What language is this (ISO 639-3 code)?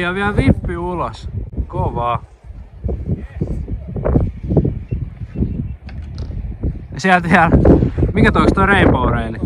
fin